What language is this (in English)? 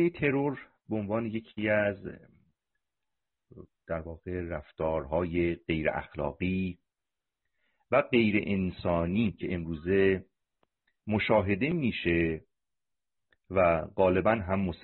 Persian